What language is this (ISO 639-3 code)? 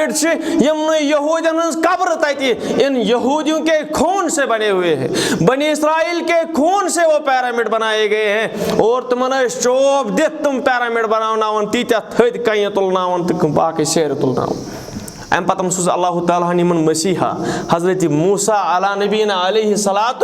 kas